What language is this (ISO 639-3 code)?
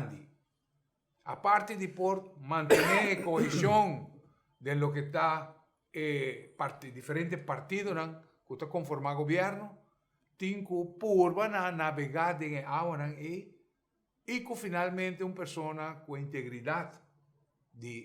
pap